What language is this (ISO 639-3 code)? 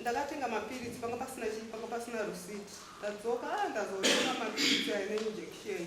sna